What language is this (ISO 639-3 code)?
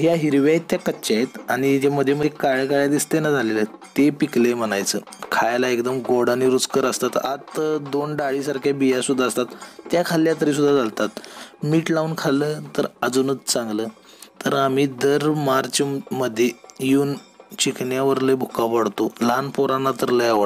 mar